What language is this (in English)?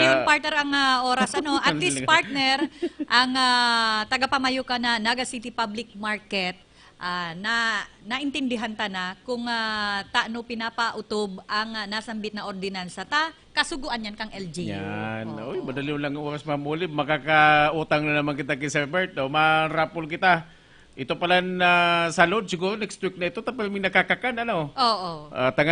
Bikol